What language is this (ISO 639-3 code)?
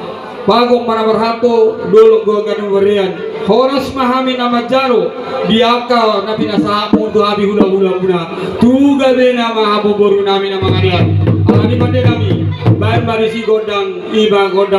bbc